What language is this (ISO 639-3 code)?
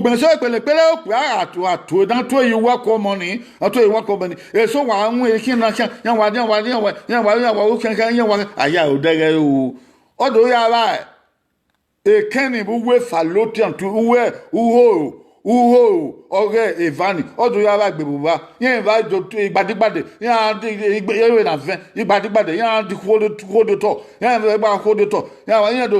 bin